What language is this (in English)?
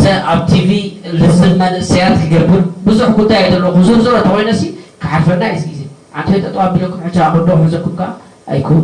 Tigrinya